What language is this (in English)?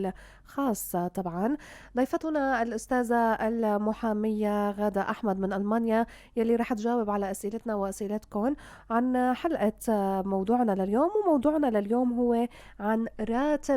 North Levantine Arabic